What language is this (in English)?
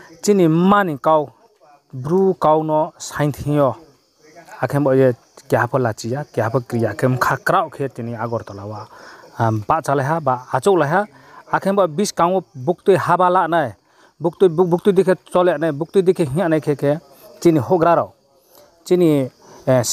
Riang (India)